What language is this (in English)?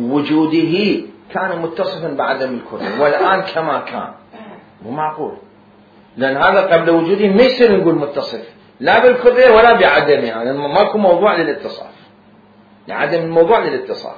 Mesopotamian Arabic